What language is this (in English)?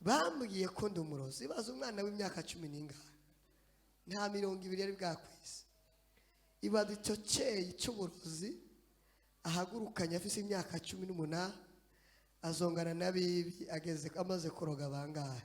Rundi